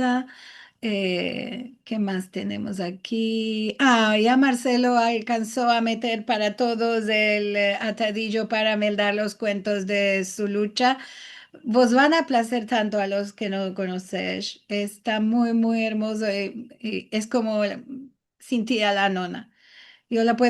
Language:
Ladino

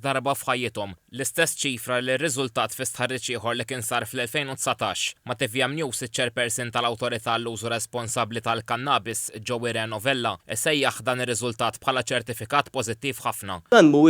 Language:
Maltese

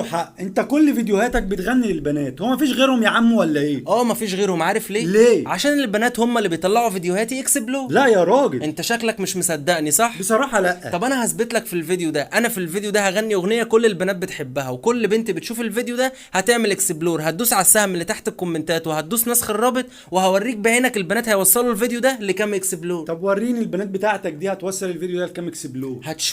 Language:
Egyptian Arabic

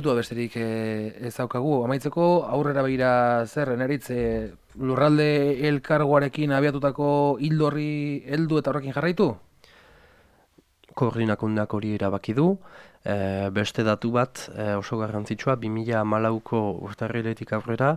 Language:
Basque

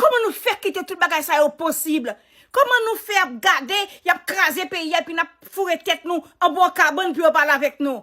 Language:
Haitian Creole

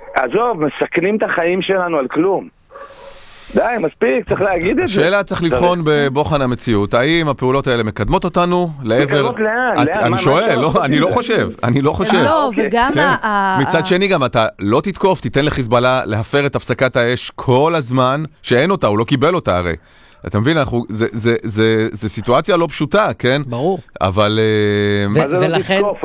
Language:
Hebrew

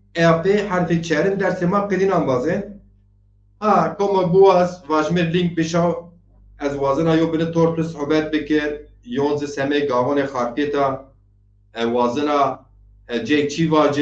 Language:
Zaza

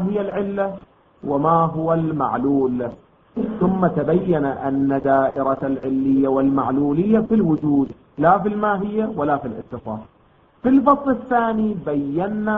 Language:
Arabic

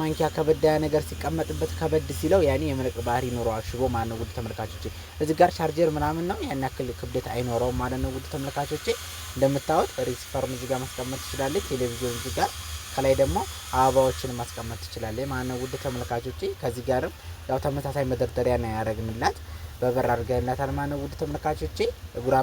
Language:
Amharic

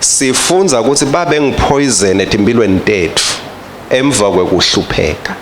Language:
Swati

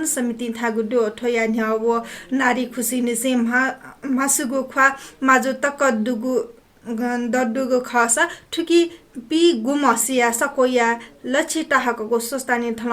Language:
Newari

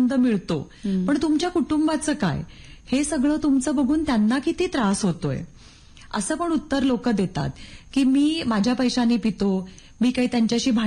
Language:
Marathi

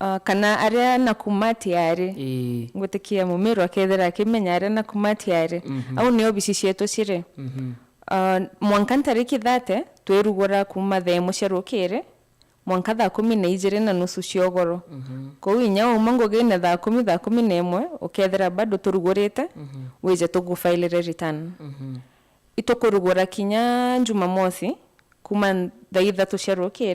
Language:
Meru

